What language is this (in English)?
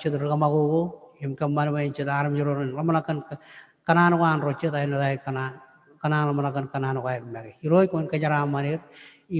Marshallese